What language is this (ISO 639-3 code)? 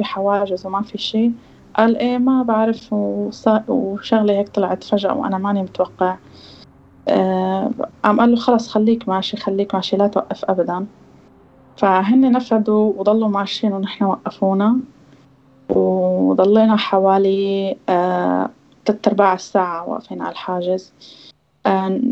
apc